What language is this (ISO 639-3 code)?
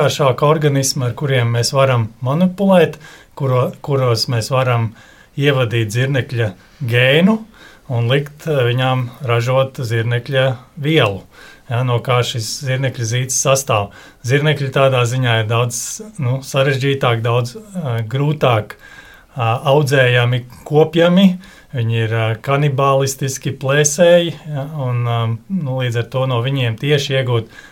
lav